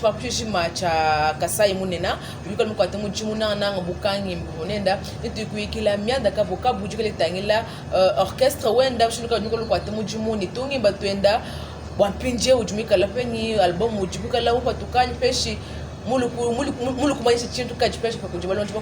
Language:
Luba-Lulua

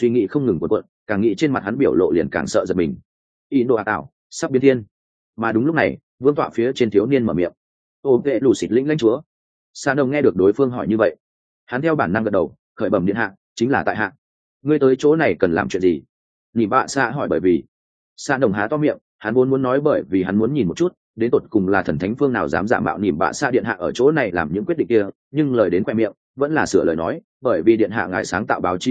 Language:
Vietnamese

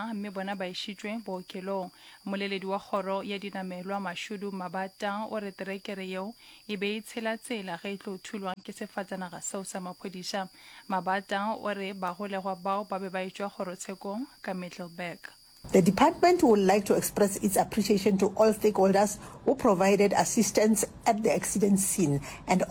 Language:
Northern Sotho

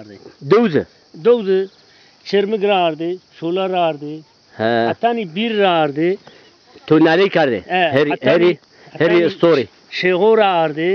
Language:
Zaza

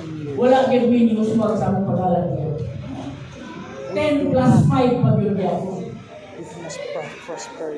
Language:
Cebuano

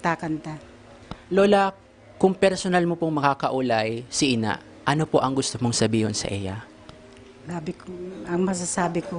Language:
Bikol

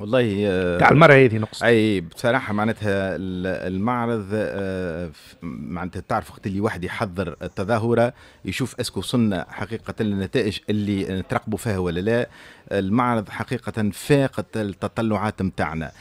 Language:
Tunisian Arabic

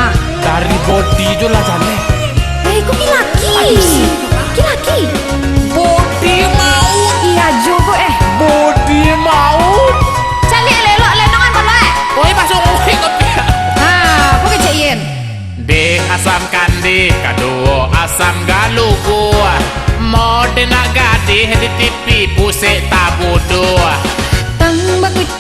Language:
Minangkabau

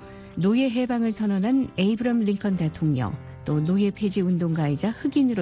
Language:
Korean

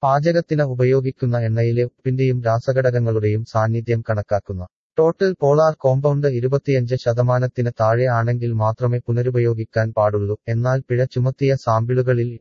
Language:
Malayalam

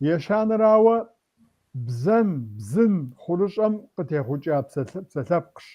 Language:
Kabardian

